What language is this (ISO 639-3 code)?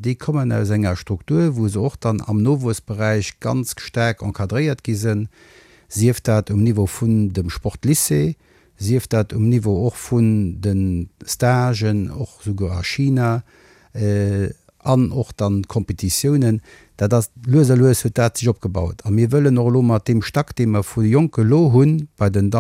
ltz